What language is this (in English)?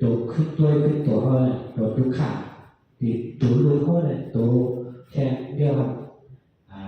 Shan